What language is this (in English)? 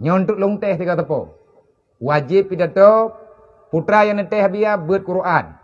Achinese